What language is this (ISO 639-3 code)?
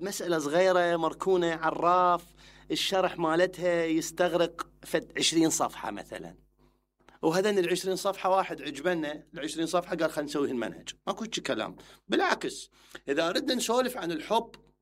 acm